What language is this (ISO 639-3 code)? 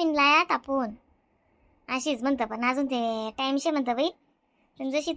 khn